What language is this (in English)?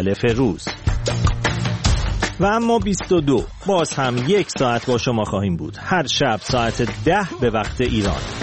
Persian